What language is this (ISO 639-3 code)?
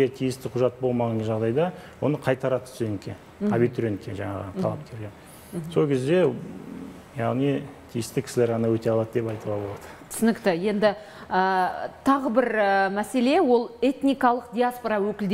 kaz